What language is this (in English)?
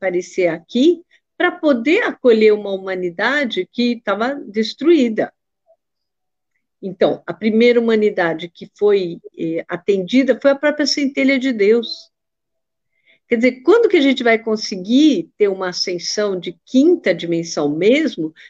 Portuguese